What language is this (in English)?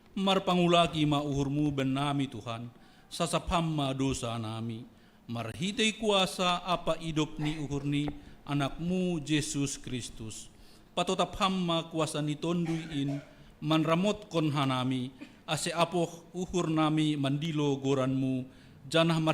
Batak Simalungun